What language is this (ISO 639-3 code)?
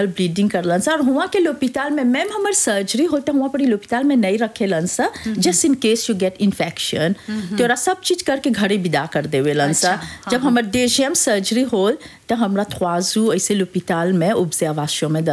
bho